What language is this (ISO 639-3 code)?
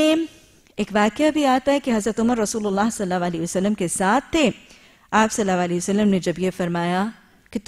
urd